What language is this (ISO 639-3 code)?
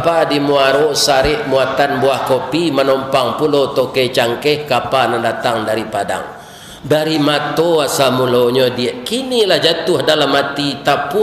min